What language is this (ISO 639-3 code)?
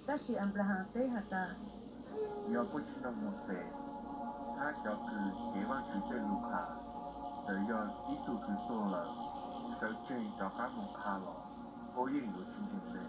hmn